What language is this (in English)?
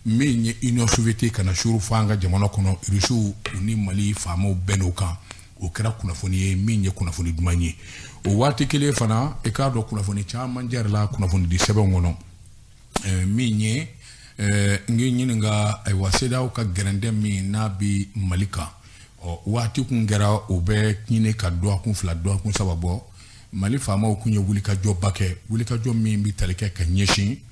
Bambara